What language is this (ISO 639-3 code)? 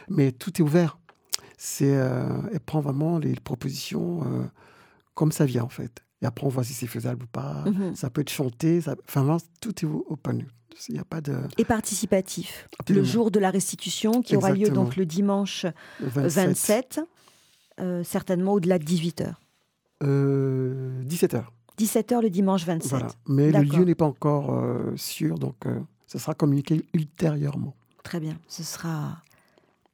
fra